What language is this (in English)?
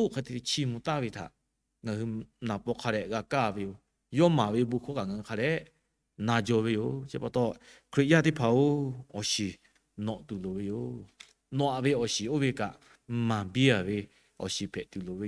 Lahu